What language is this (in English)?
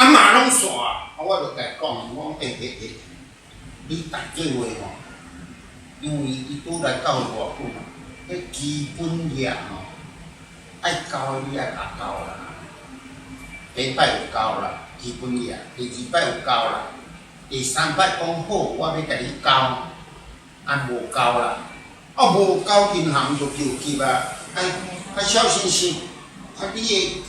Min Nan Chinese